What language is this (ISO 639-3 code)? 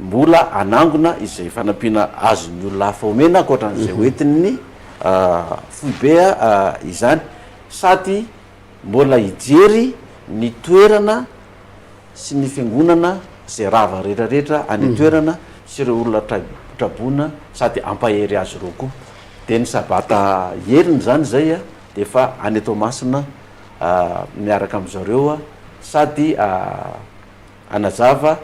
mlg